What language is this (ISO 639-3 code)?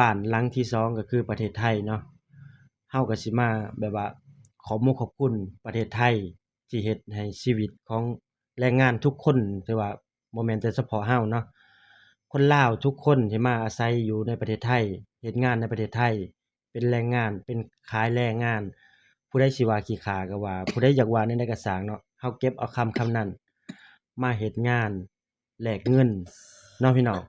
lao